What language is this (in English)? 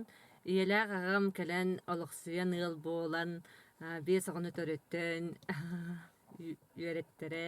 Yakut